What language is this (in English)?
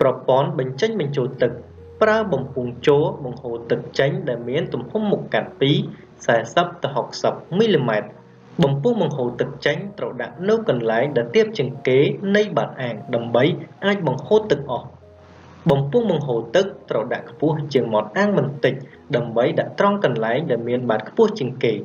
Khmer